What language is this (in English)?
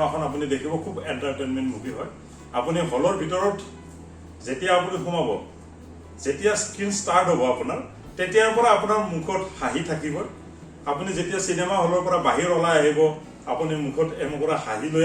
Assamese